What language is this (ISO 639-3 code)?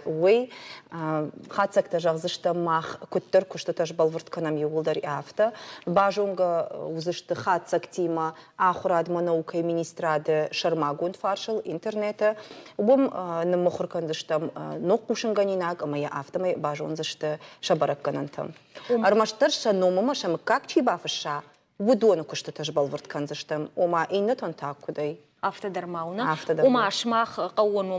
oss